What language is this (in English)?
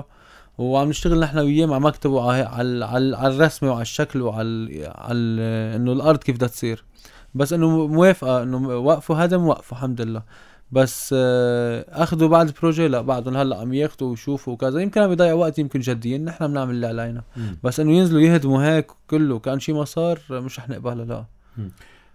North Levantine Arabic